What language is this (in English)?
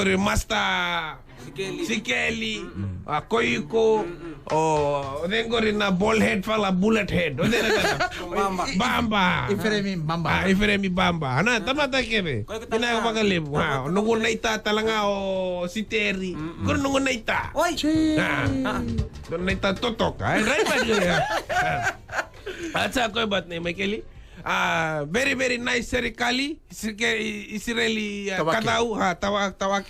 Fijian